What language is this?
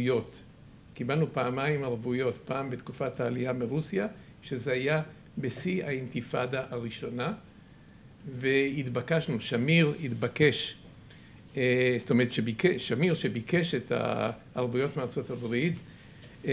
Hebrew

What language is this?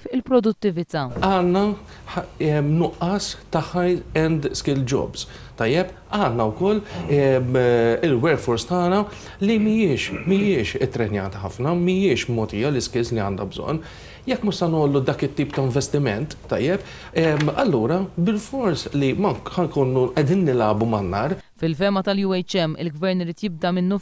Maltese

